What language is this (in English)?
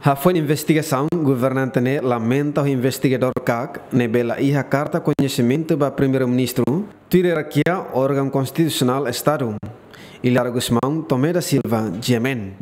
Tetum